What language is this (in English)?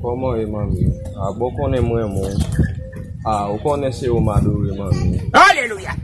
Haitian Creole